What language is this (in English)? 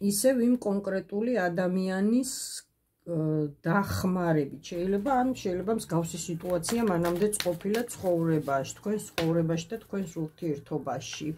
Georgian